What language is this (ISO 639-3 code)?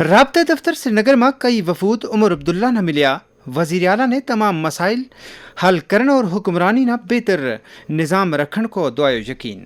gju